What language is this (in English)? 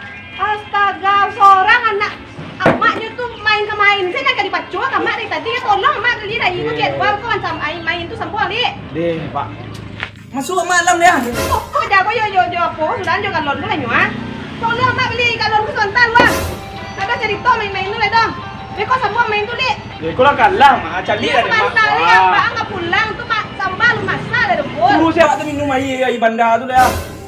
Minangkabau